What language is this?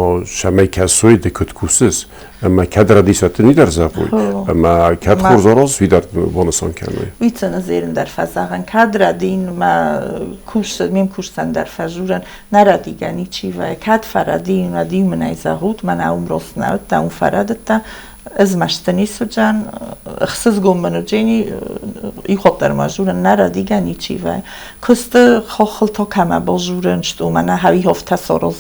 Ossetic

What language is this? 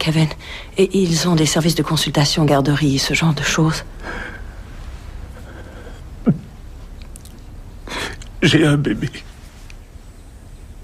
French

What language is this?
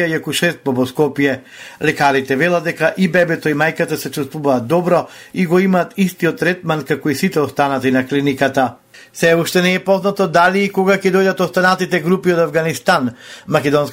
Macedonian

